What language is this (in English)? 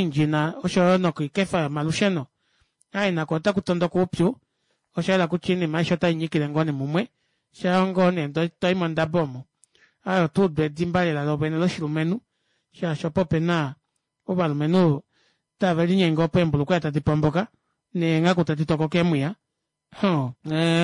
Kuanyama